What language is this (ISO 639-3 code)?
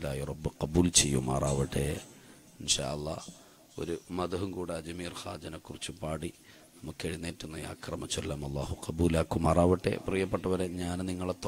mal